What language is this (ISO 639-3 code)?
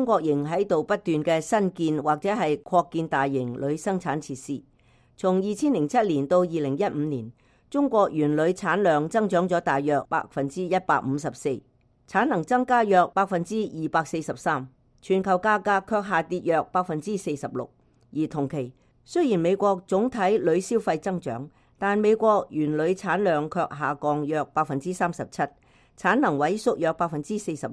yue